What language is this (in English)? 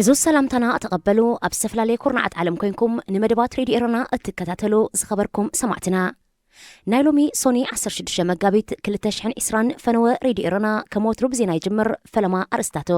Tigrinya